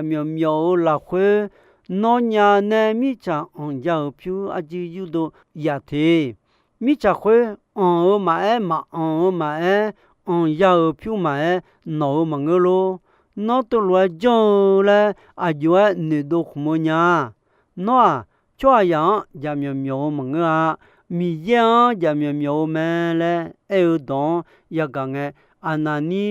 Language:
Akha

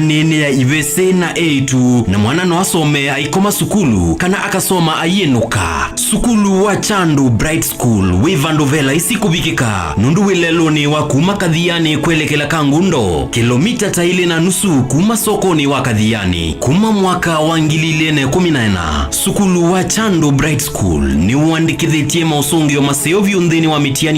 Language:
Kamba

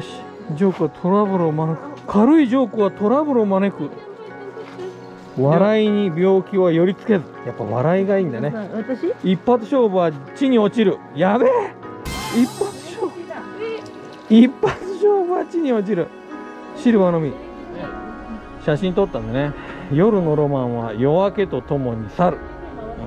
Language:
Japanese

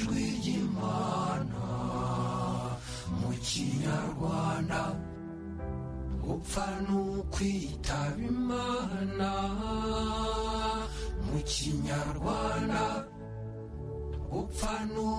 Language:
Kinyarwanda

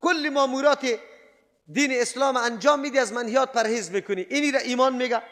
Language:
Persian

